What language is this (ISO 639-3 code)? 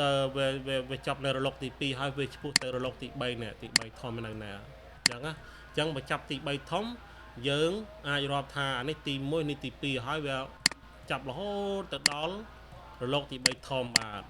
khm